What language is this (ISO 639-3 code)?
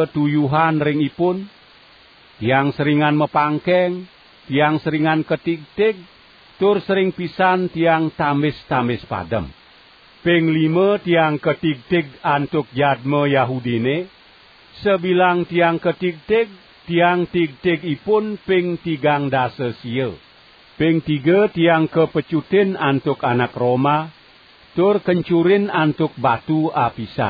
ban